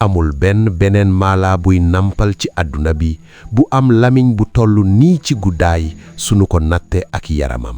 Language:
Wolof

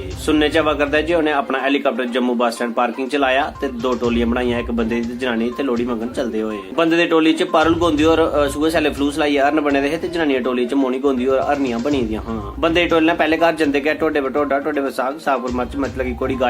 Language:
Dogri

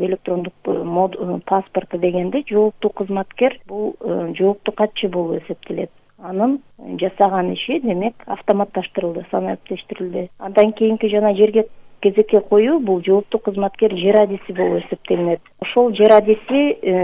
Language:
Kyrgyz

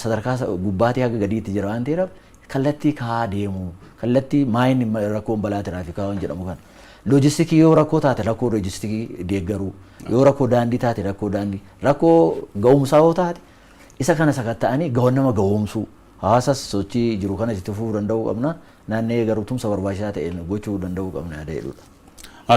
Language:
Oromo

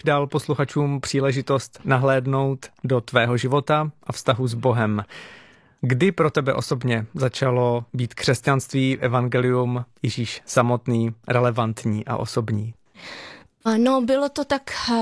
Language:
Czech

